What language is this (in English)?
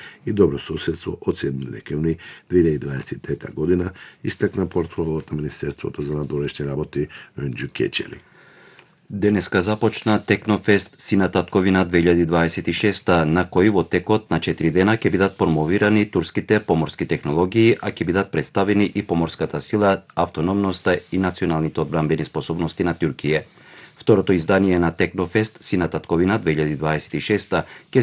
Macedonian